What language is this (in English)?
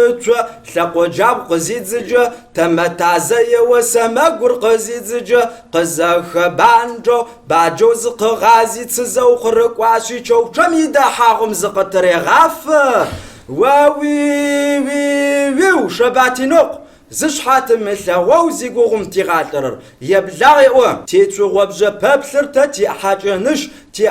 Kabardian